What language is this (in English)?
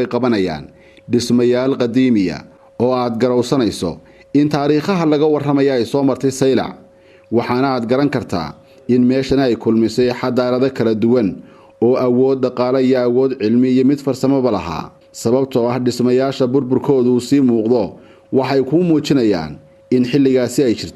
Somali